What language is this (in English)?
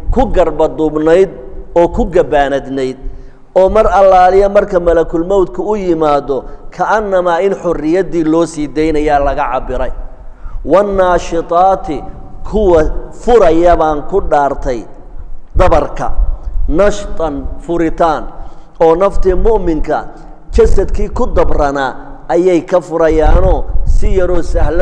Somali